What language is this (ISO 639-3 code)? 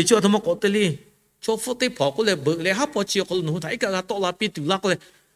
lhu